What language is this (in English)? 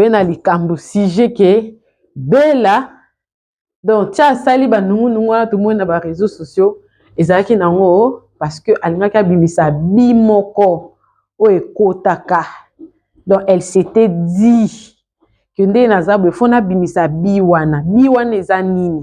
Lingala